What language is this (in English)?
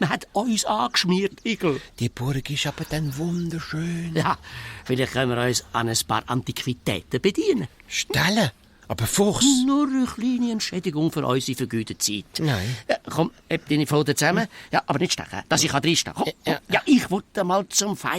Swiss German